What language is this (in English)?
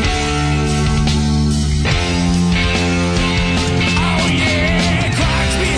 Slovak